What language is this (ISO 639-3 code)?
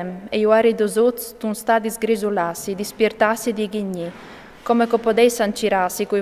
fur